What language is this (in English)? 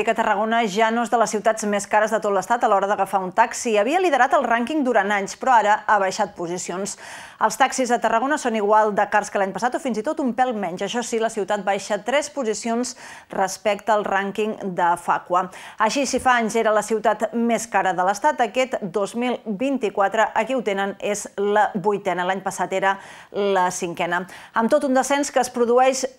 Catalan